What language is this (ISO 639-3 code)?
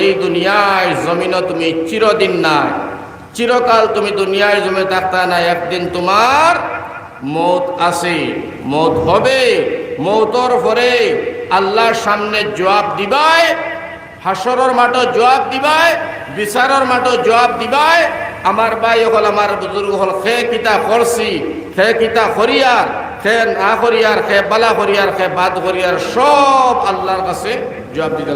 syl